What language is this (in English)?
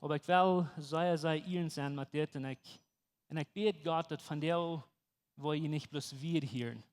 Plautdietsch